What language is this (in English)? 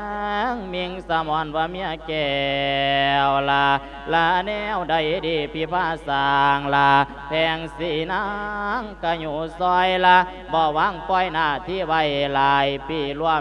Lao